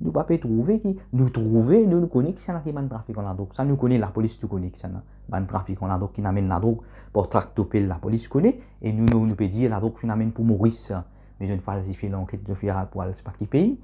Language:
Morisyen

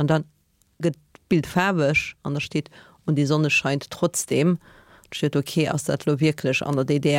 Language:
Luxembourgish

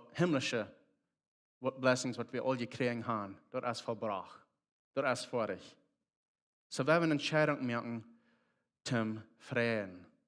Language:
Plautdietsch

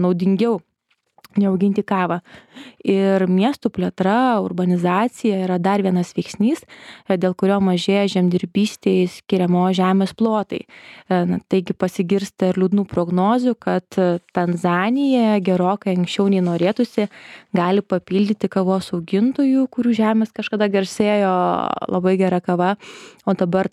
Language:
Lithuanian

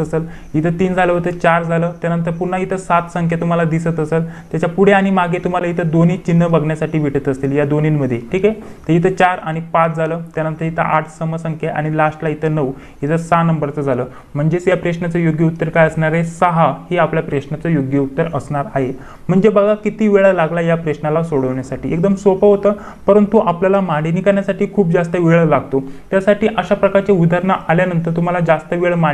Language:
Marathi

